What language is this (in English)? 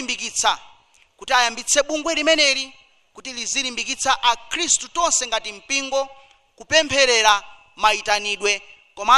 Nyanja